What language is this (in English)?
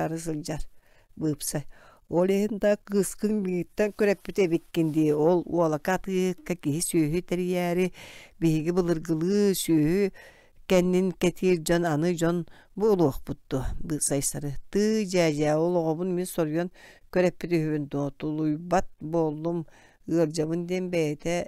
Yakut